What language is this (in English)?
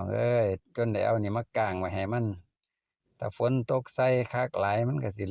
Northeastern Thai